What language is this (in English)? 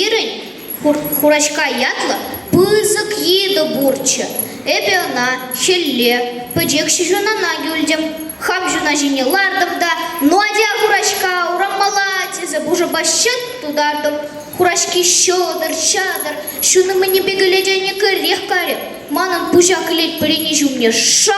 Chuvash